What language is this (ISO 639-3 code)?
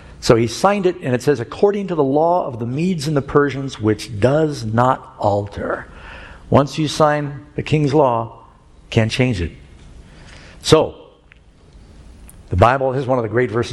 eng